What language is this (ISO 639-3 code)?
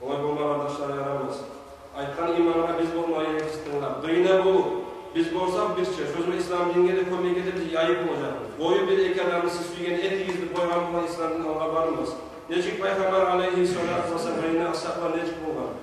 kum